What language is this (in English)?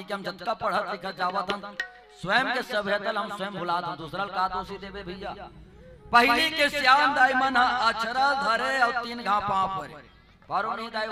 Chhattisgarhi